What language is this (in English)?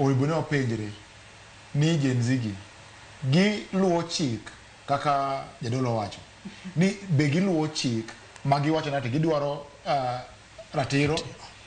Luo (Kenya and Tanzania)